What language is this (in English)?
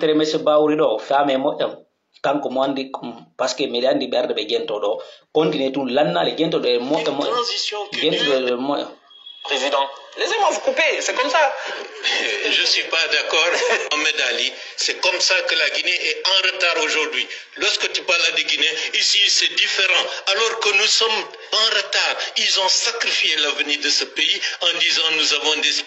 Pular